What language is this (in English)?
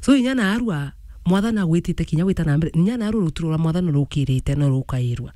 Meru